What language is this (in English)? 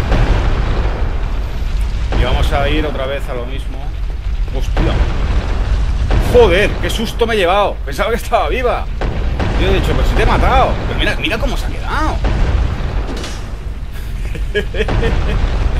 Spanish